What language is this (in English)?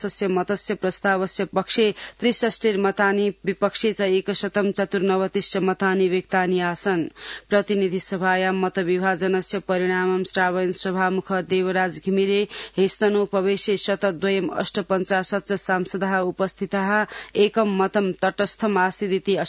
Sanskrit